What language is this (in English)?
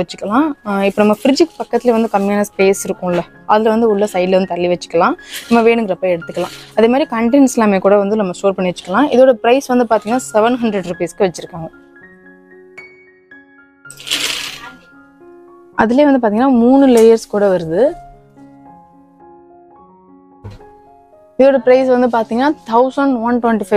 Tamil